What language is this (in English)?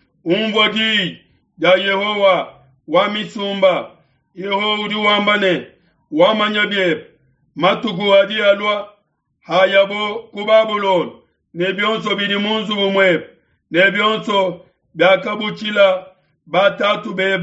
Luba-Lulua